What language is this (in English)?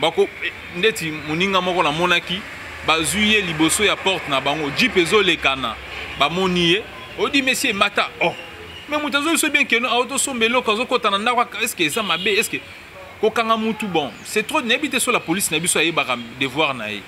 Lingala